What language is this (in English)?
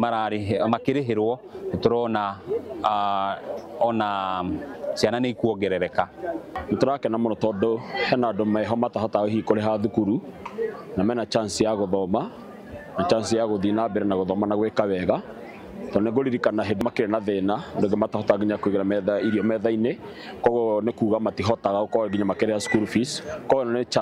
Kikuyu